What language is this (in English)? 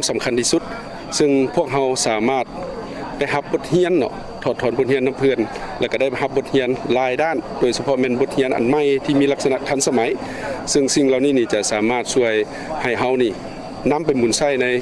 Lao